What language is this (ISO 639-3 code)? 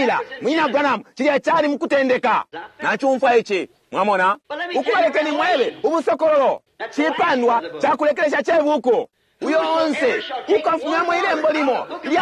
bem